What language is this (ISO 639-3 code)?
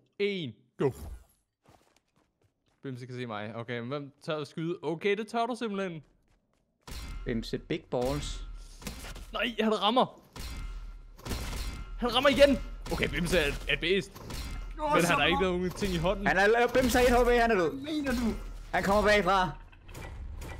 dan